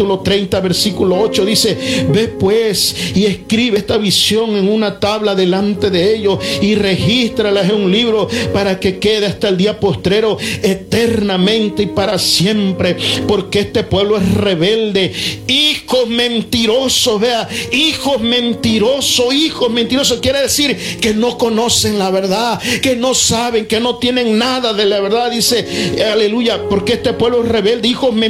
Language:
Spanish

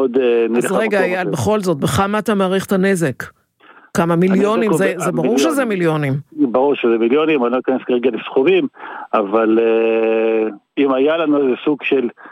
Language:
Hebrew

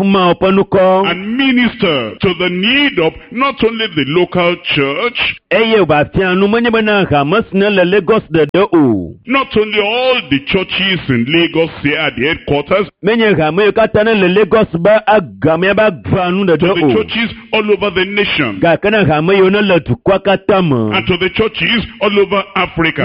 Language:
Ewe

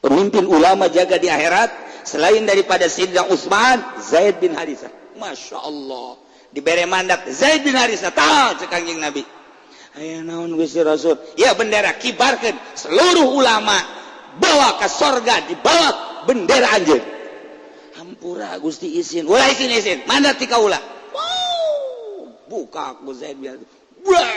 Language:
Sundanese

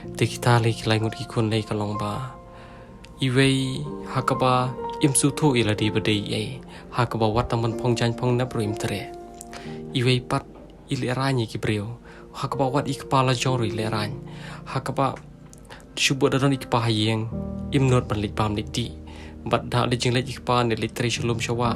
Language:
Khasi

